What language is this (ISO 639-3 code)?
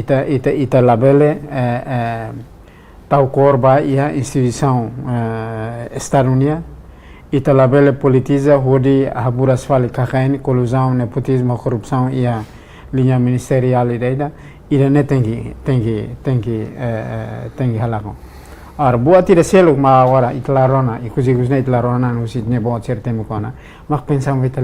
tet